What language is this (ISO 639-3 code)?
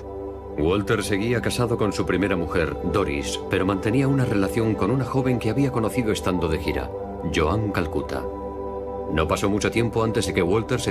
spa